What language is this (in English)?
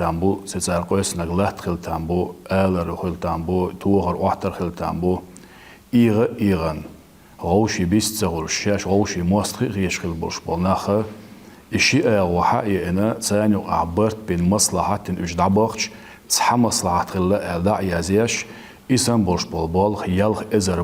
Chechen